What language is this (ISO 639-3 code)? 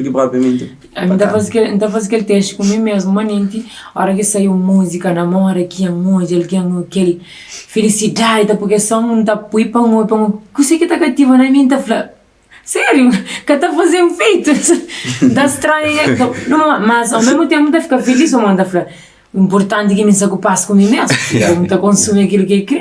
kea